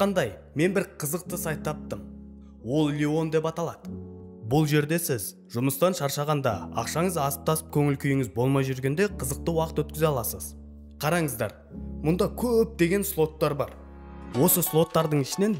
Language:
Kazakh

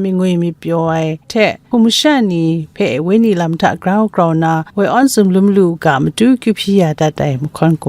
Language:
Kachin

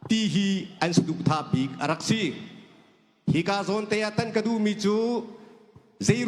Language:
Hakha Chin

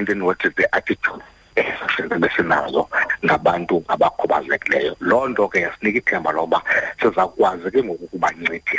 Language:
Xhosa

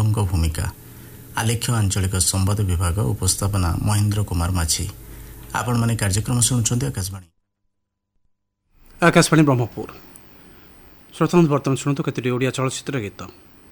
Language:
Odia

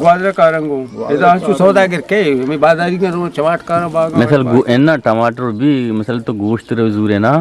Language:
Eastern Balochi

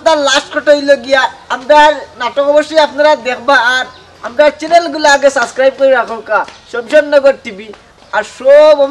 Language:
Sylheti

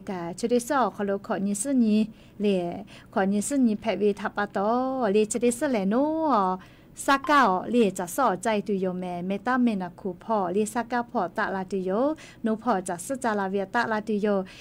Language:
Lahu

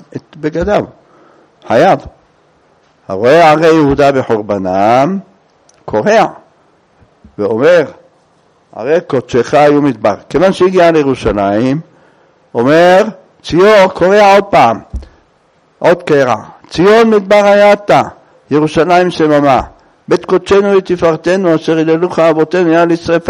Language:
Hebrew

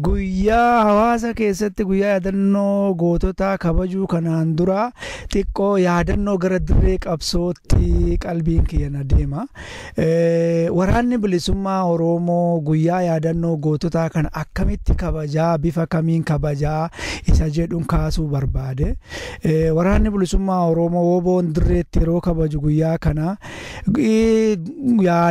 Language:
Oromo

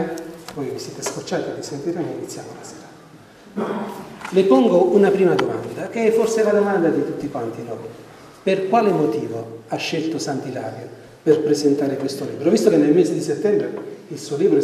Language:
Italian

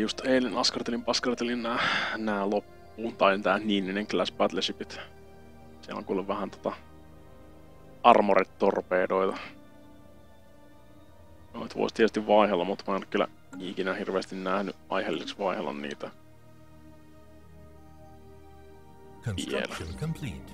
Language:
Finnish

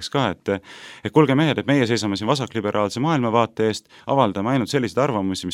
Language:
Estonian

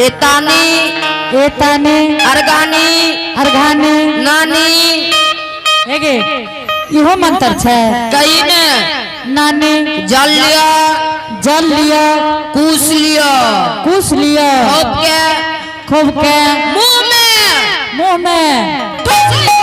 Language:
Angika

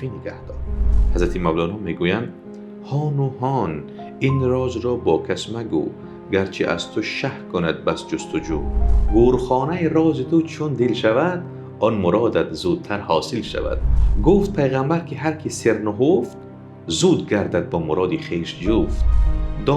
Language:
Tajik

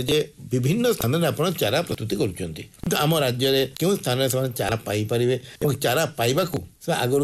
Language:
Odia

